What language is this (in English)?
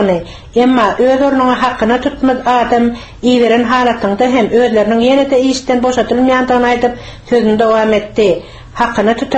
Turkmen